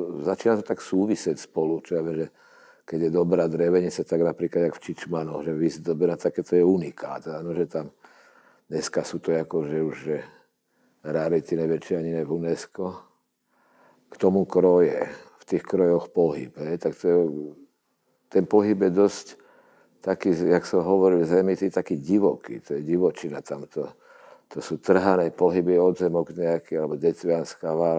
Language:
Slovak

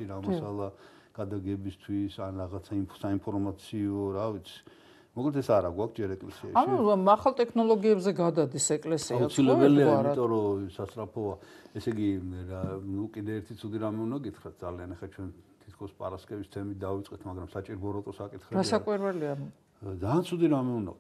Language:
Georgian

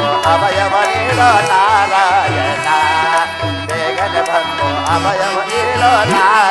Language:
Kannada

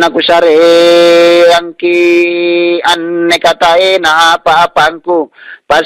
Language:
Makasar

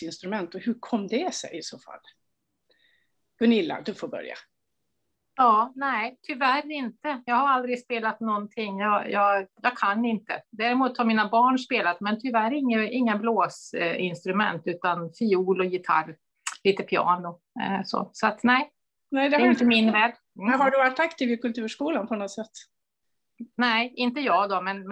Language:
Swedish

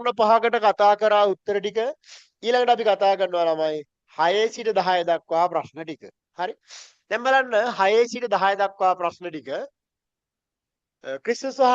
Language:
Sinhala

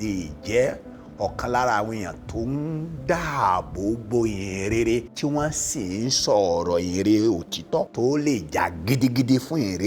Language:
Yoruba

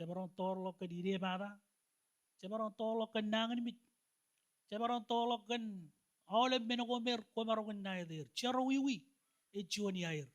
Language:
Marshallese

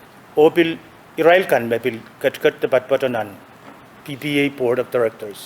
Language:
Pohnpeian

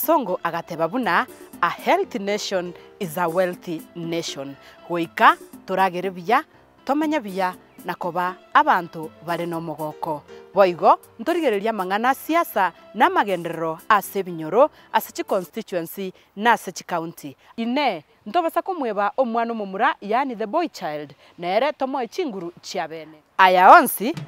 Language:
Gusii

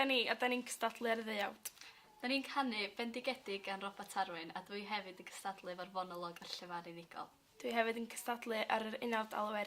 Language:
Welsh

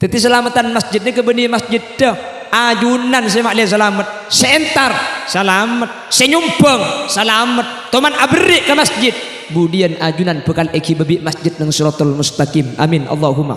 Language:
Madurese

